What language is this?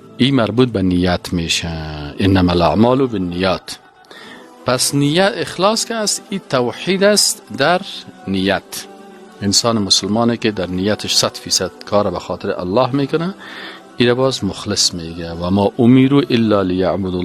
Persian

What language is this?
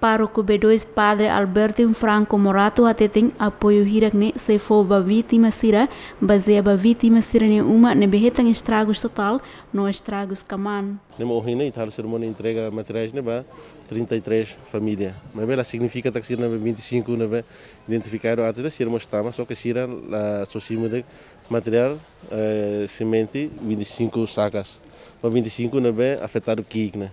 Tetum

